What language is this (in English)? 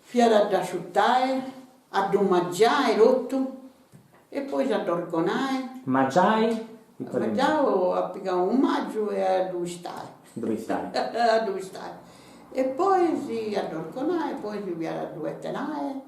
Sardinian